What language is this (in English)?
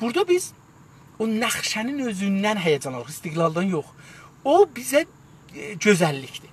South Azerbaijani